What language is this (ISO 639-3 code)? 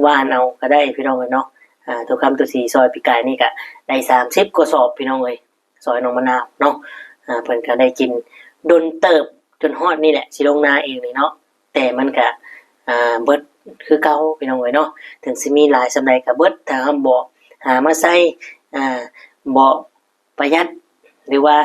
tts